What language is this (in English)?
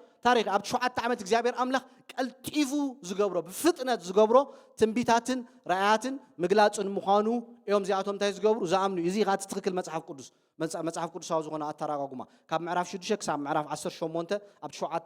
Tigrinya